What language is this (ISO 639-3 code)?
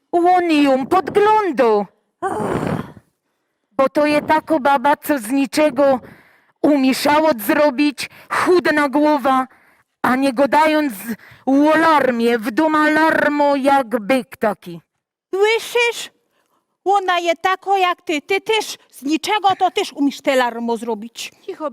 szl